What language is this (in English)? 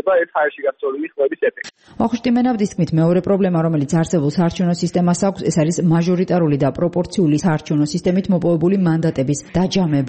Georgian